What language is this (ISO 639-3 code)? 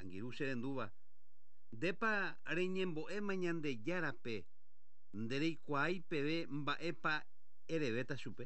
grn